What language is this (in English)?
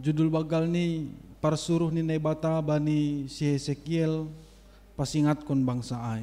Batak Simalungun